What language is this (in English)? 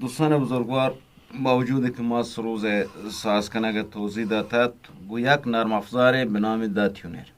Eastern Balochi